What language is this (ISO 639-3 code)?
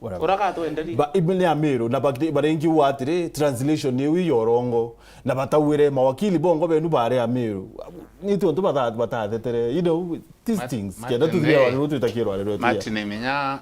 mer